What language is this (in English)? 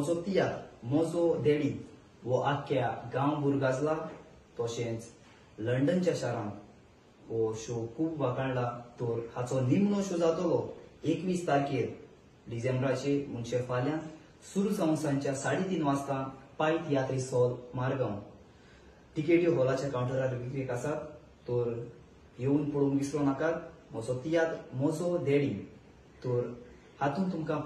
Konkani